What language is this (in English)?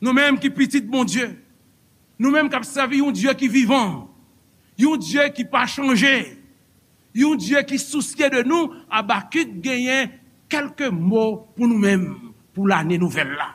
Haitian Creole